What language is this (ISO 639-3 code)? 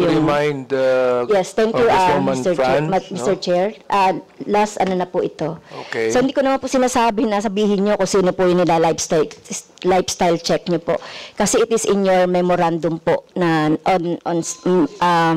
fil